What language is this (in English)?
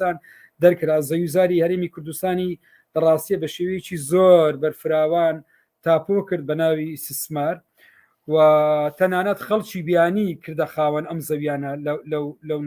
Central Kurdish